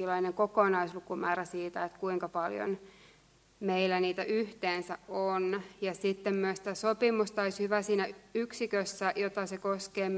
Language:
Finnish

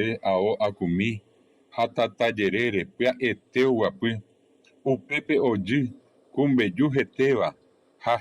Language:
Guarani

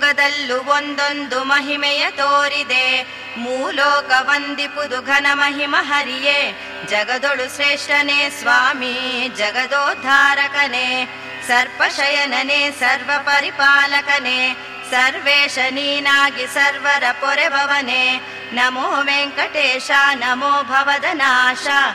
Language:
Kannada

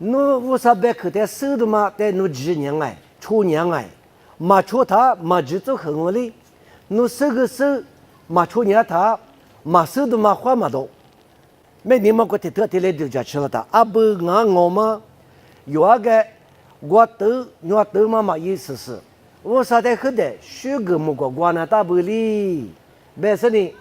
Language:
Lisu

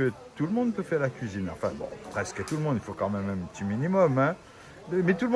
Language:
Réunion Creole French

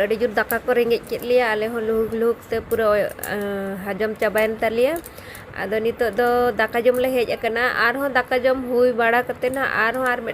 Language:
Santali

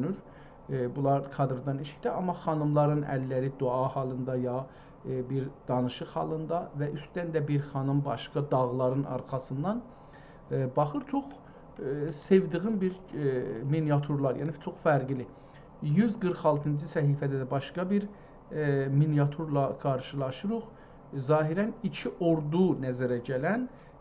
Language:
South Azerbaijani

